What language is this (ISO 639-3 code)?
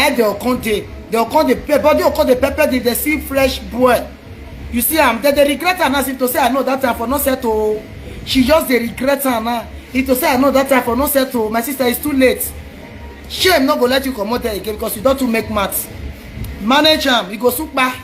pcm